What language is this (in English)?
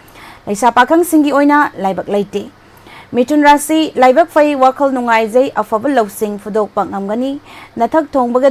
Manipuri